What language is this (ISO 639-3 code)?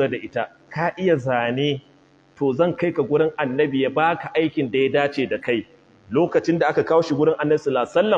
hau